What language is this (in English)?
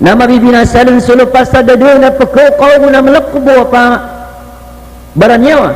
Maranao